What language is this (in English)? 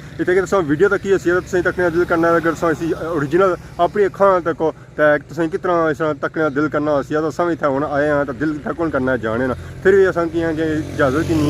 Pahari-Potwari